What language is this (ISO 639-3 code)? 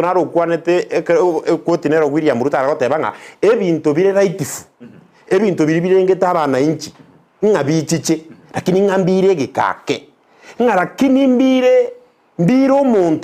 guz